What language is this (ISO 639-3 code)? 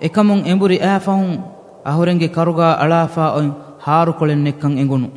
div